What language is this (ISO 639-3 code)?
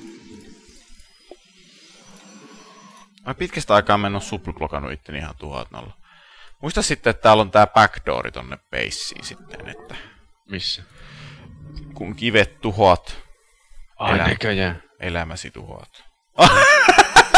fin